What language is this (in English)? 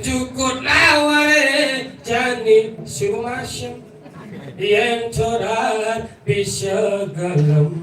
Balinese